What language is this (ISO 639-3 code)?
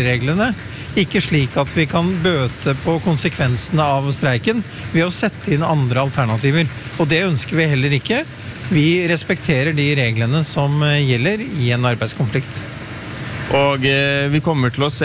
nor